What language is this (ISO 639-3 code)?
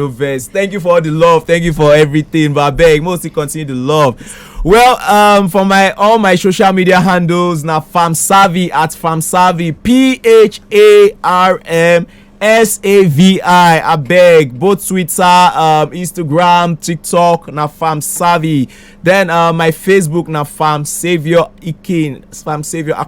pcm